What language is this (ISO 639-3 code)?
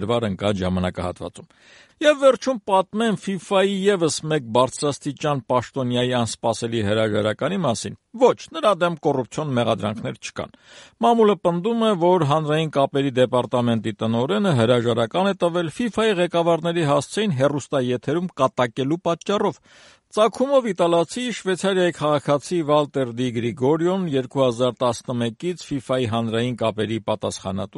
hye